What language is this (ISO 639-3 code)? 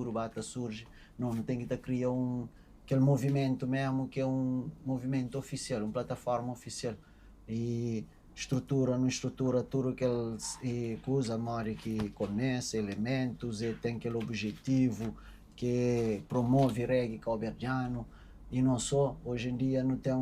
kea